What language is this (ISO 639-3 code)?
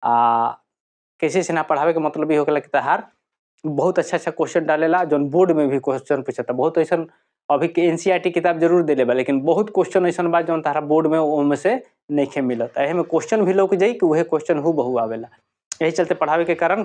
bho